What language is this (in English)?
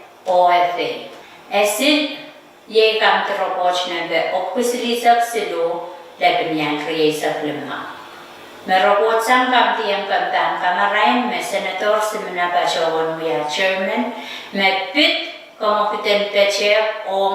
Pohnpeian